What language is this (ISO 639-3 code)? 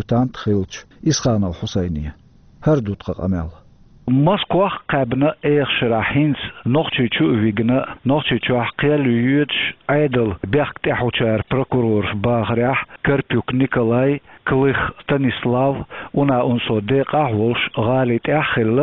che